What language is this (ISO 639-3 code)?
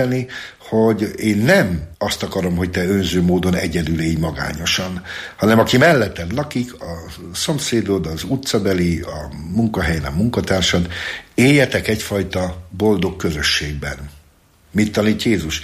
hun